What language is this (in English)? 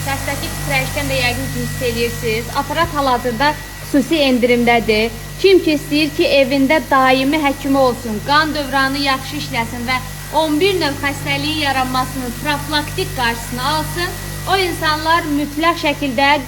Azerbaijani